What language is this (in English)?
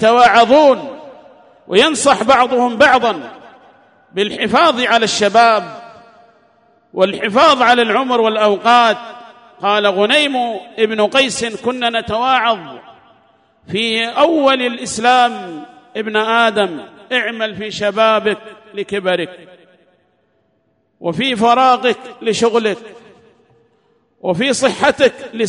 Arabic